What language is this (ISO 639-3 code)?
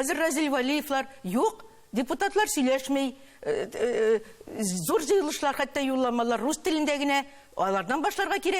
tat